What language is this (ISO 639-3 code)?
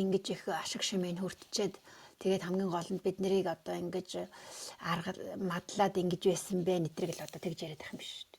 mon